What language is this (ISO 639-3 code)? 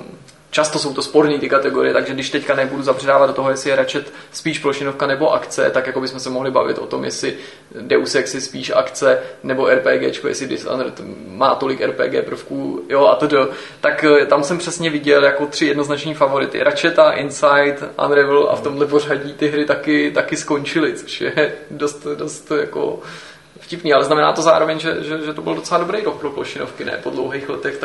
ces